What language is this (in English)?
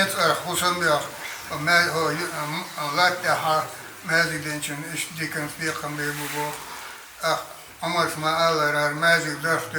Chechen